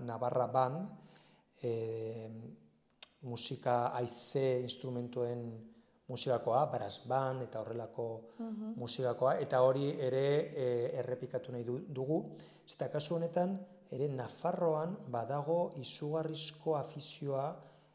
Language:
Basque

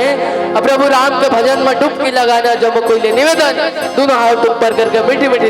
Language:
Chhattisgarhi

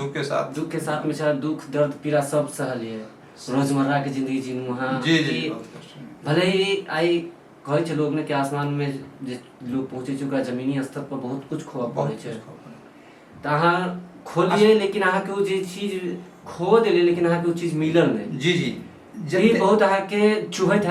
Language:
Maithili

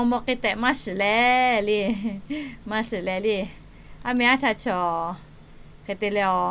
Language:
Lahu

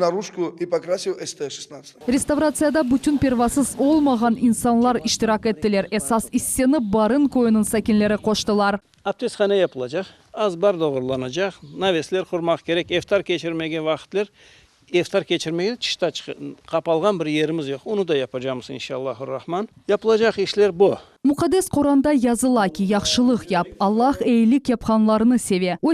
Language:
Crimean Tatar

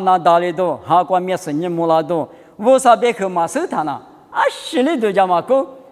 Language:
Lisu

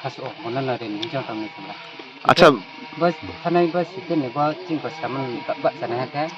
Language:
Kok Borok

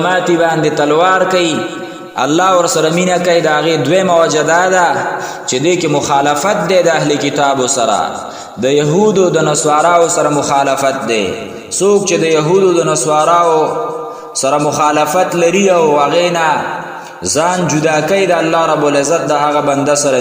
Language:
Pashto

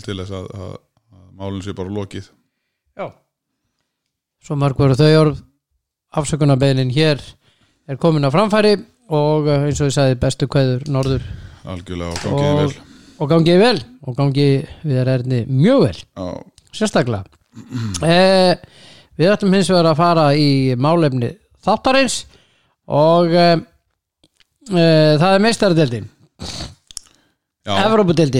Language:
Icelandic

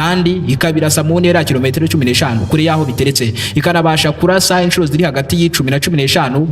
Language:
Kinyarwanda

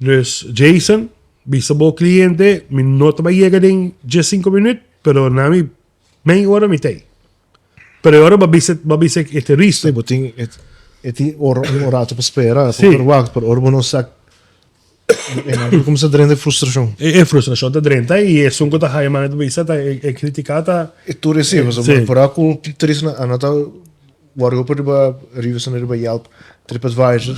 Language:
Papiamento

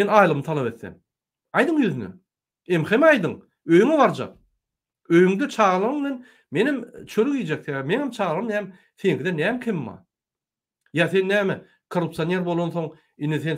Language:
Turkmen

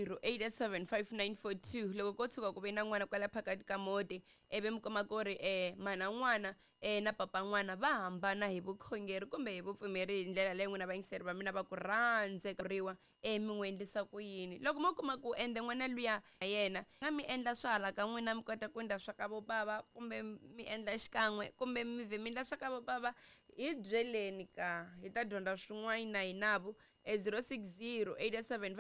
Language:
Tsonga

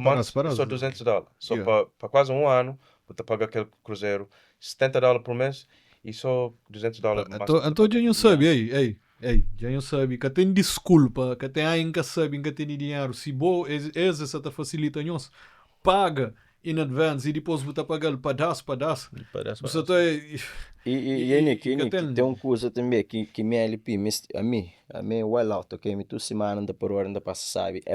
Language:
Kabuverdianu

